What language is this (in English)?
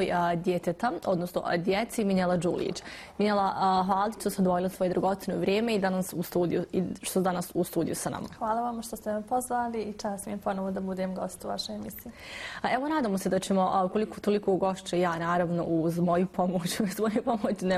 Bosnian